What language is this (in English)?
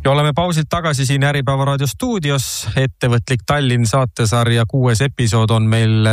Estonian